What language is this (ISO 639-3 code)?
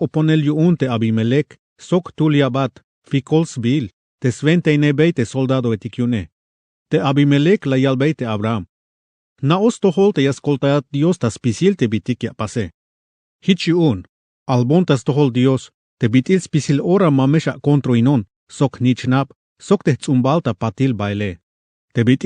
tzh